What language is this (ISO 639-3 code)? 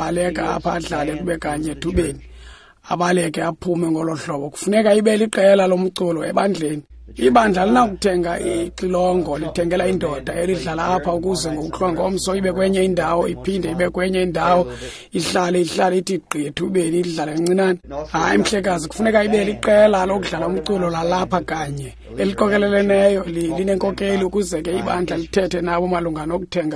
xho